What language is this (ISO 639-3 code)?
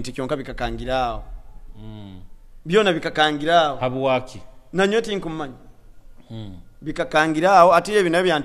nyo